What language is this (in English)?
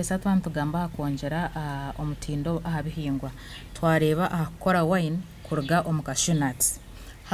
Nyankole